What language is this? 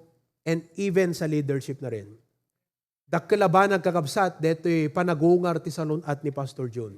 Iloko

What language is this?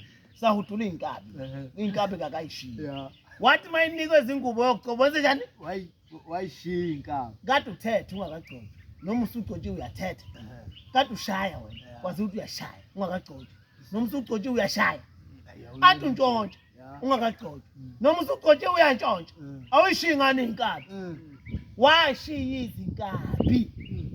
Zulu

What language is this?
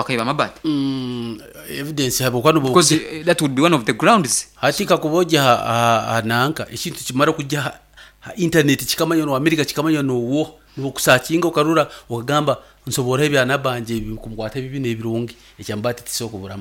Nyoro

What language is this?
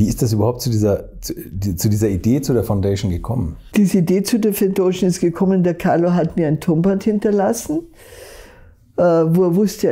German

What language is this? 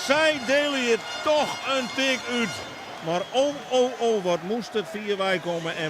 Western Frisian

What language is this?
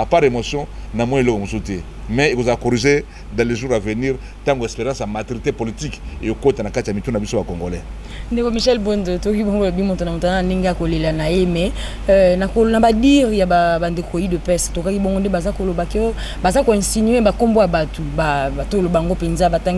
Lingala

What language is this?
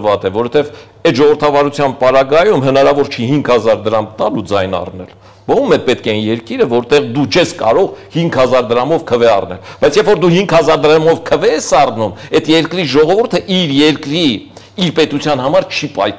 Armenian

